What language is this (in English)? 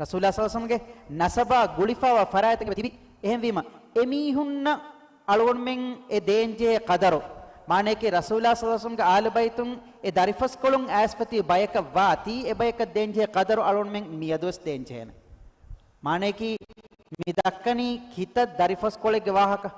Divehi